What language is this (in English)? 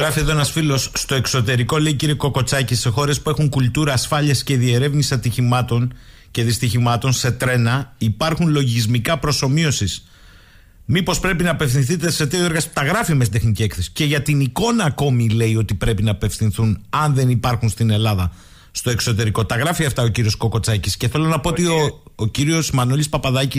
Greek